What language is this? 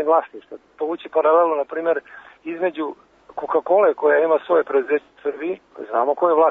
Serbian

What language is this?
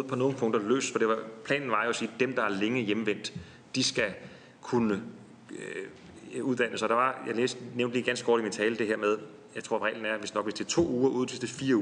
Danish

